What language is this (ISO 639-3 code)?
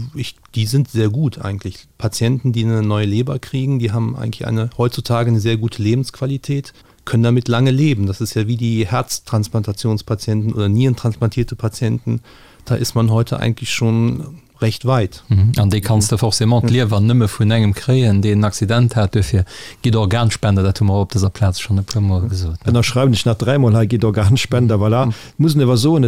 ltz